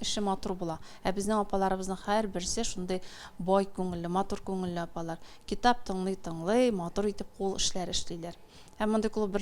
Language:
Tatar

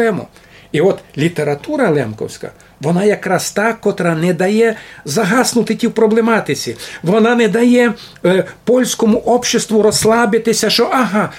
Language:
Rusyn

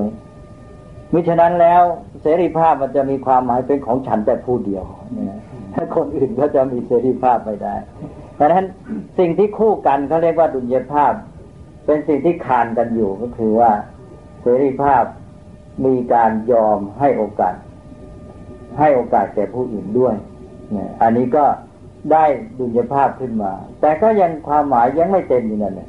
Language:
Thai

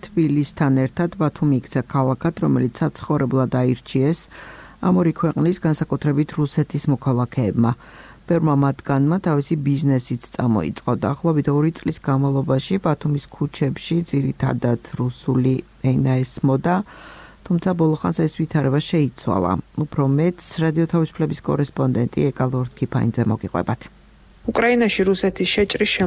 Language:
Georgian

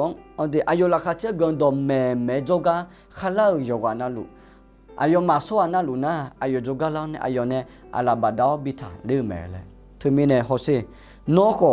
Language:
Akha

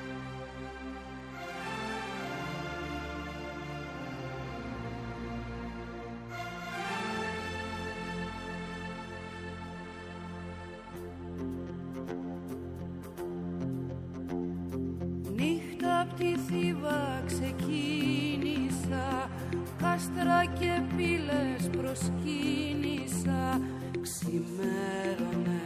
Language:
Greek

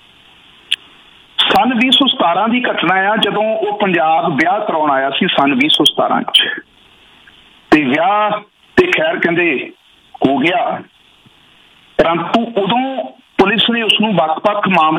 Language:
Punjabi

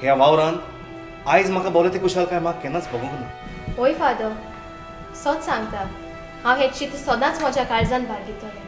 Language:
Konkani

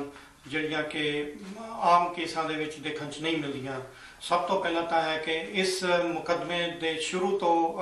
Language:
Punjabi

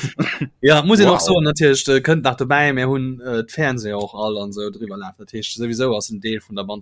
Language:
Luxembourgish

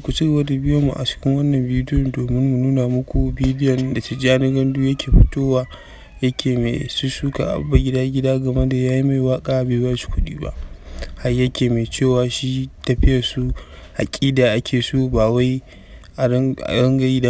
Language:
Hausa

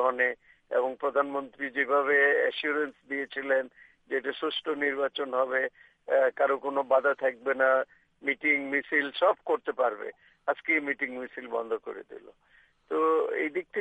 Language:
Bangla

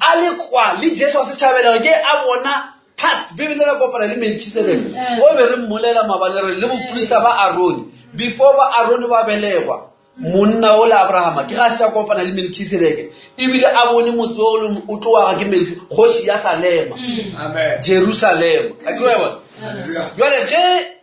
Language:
Northern Sotho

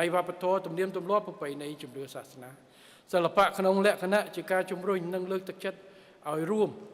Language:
Khmer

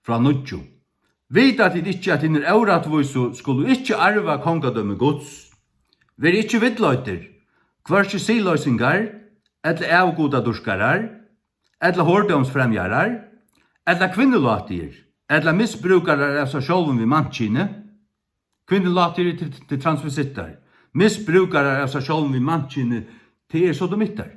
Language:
Faroese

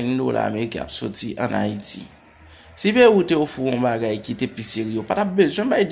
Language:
Haitian Creole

